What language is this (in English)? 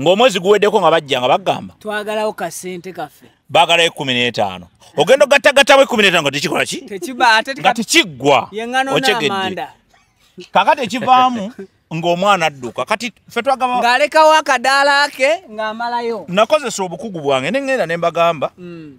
Ganda